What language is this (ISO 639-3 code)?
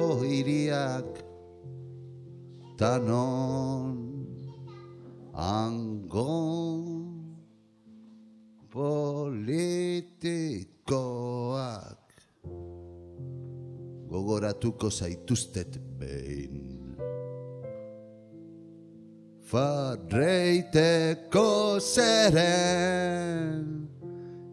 eus